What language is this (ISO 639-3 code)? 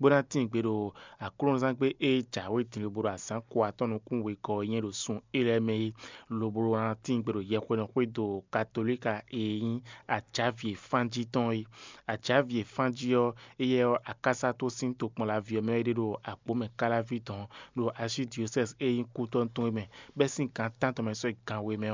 fon